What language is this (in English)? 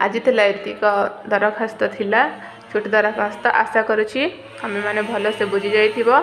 Odia